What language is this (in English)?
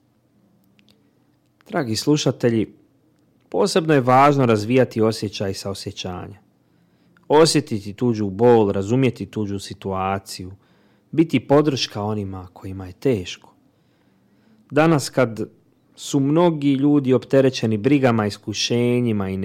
Bosnian